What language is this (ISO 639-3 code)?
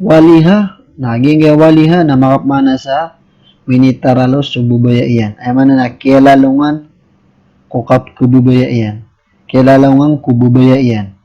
mrw